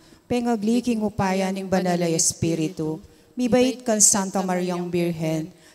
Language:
Pampanga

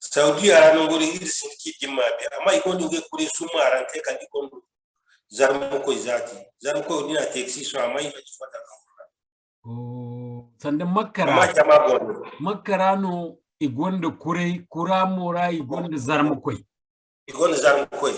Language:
Zarma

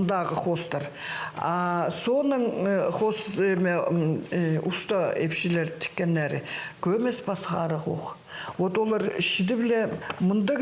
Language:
Khakas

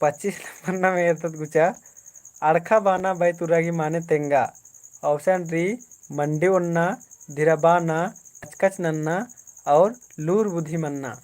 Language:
Kurukh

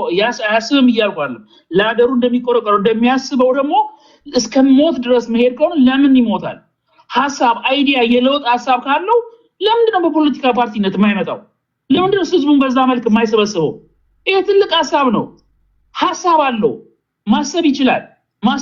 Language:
Amharic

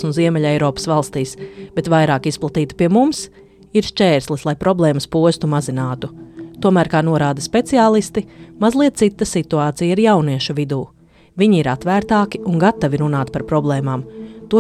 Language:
Latvian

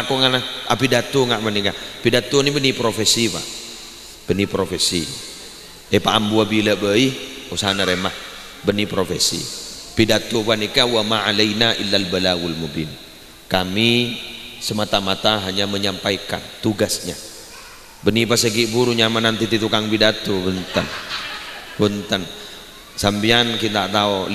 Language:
Madurese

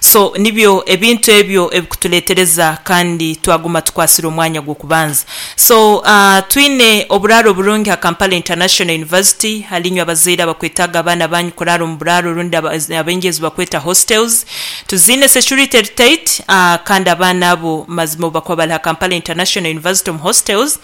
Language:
Nyankole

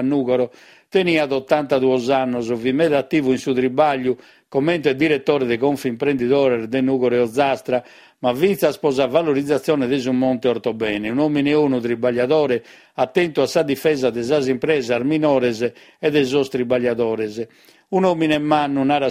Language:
Sardinian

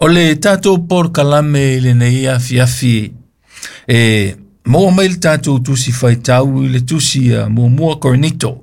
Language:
Samoan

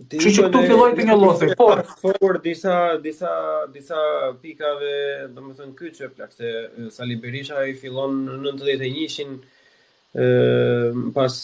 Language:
Albanian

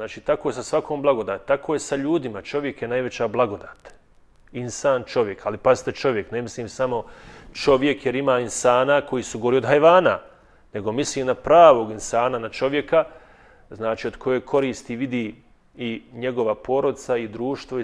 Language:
Bosnian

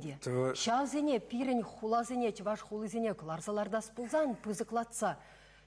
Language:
Chuvash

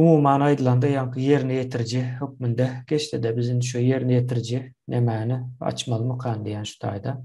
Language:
Turkmen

